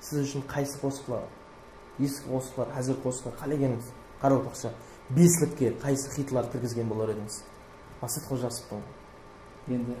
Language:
Kara-Kalpak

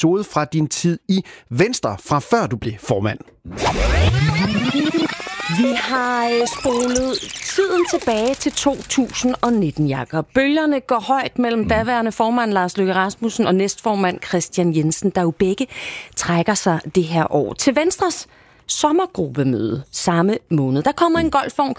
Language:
Danish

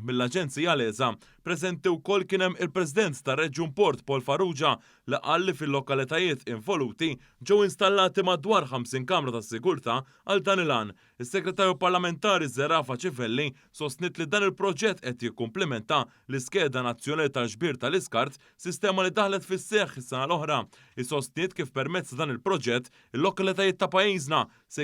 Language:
Maltese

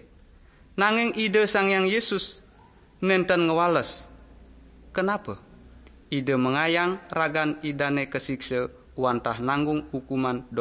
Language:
Balinese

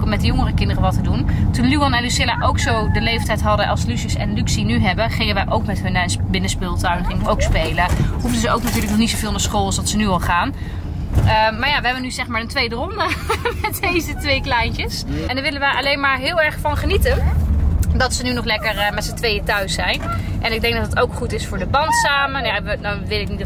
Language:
Dutch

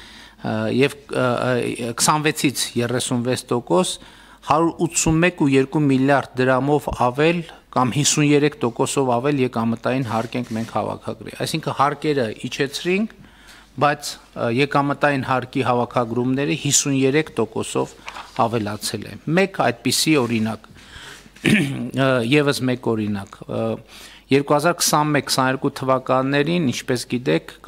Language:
Armenian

